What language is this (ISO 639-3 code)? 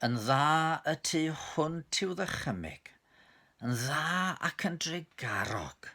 cym